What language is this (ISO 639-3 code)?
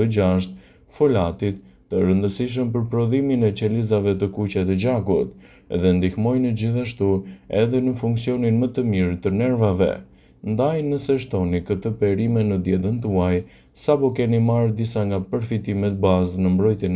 sqi